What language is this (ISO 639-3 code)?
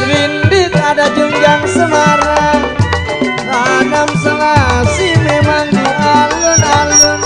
bew